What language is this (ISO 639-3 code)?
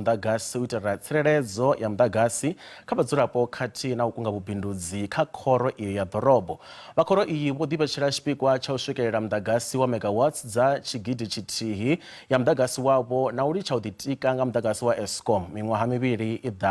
ven